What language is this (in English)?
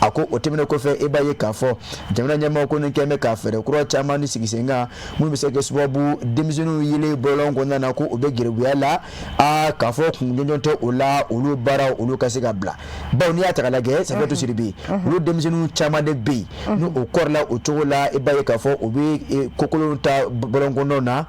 Bambara